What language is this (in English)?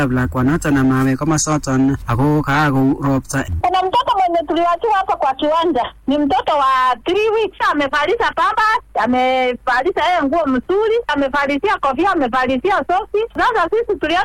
Swahili